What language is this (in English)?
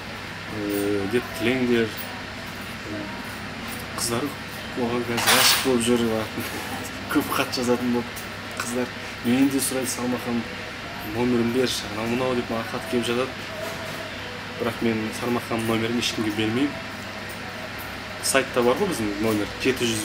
Kazakh